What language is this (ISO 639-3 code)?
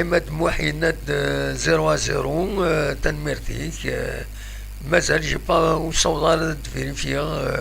kab